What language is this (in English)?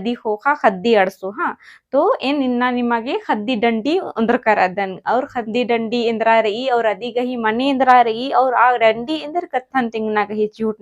Kurukh